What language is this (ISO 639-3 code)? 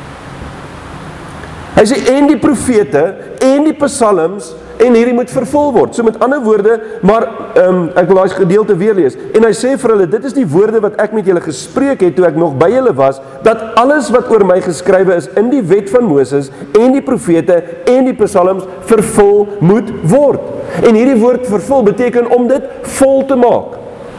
afr